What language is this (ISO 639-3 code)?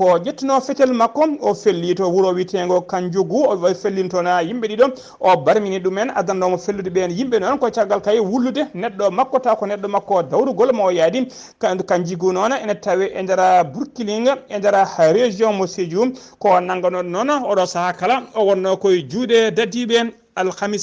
ful